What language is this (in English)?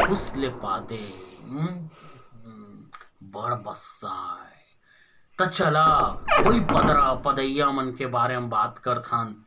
Chhattisgarhi